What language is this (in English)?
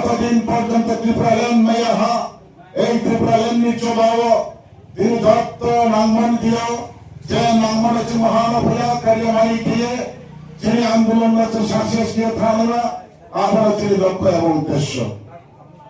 Riang (India)